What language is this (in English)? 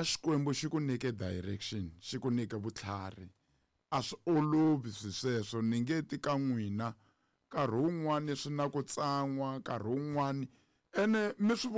Tsonga